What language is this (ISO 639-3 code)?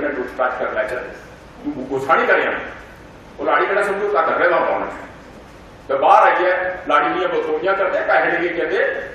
doi